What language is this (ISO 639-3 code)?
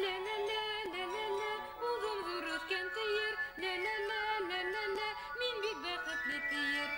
bak